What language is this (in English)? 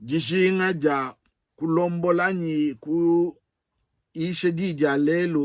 Luba-Lulua